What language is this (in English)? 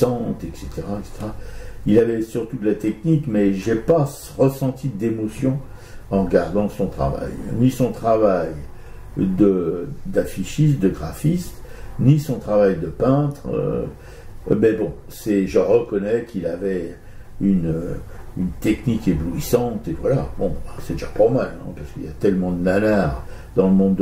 French